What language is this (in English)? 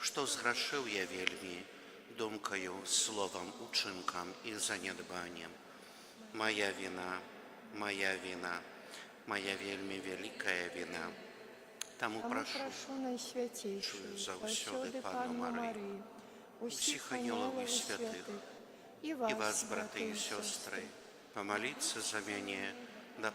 Belarusian